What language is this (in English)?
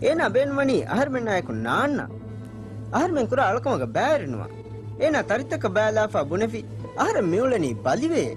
Divehi